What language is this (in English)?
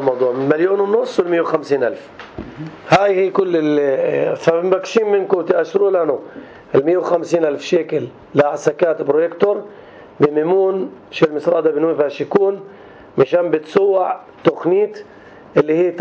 North Levantine Arabic